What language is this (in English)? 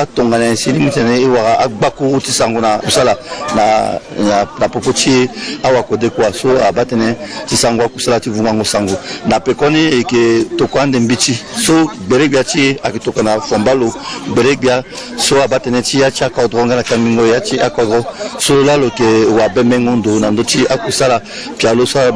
Sango